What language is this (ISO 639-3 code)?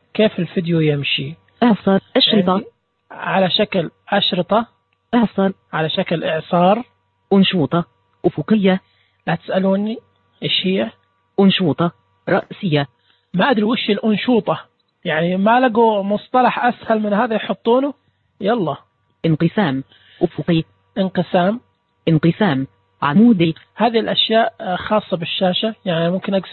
ars